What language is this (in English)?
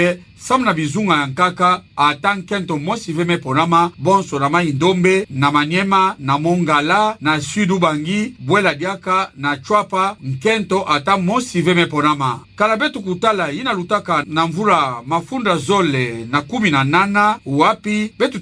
Kituba (Democratic Republic of Congo)